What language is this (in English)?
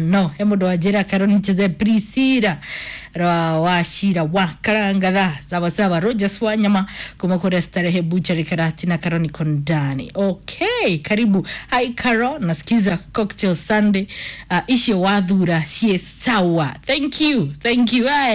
Kikuyu